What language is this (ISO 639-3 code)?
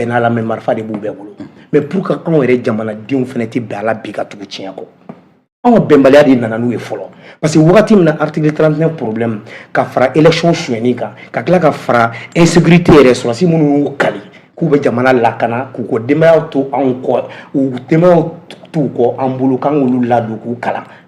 bam